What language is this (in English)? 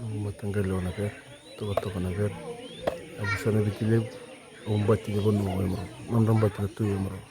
Fijian